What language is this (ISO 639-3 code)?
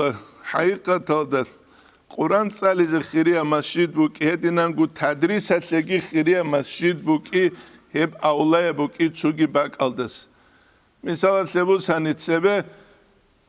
ava